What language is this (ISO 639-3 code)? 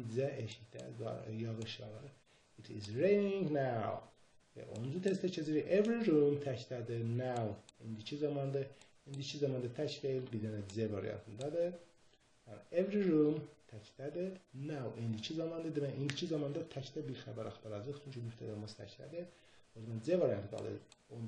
aze